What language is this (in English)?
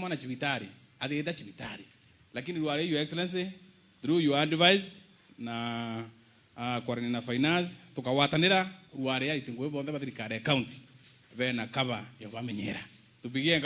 Meru